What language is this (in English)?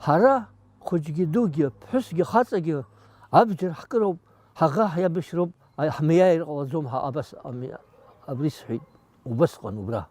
Abkhazian